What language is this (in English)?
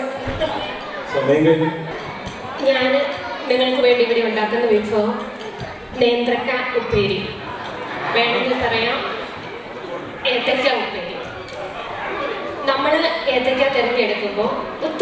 Malayalam